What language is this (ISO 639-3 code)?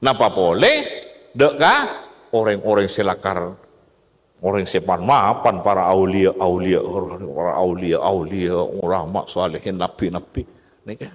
mad